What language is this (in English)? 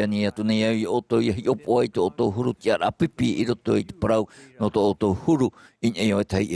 Tahitian